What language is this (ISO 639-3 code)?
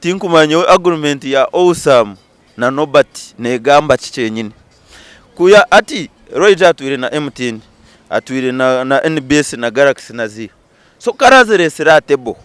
nyn